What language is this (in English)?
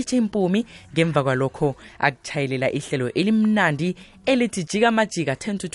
South Ndebele